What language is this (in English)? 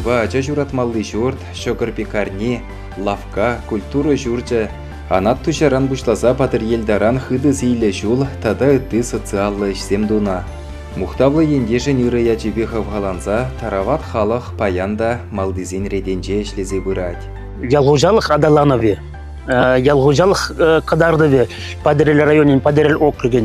Chuvash